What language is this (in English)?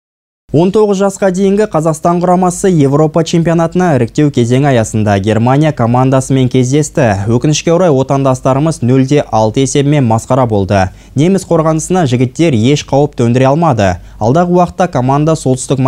Kazakh